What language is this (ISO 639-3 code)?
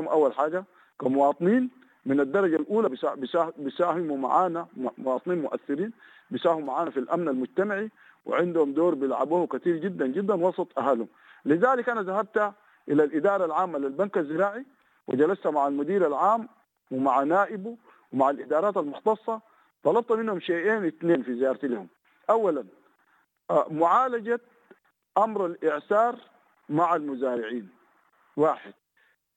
apd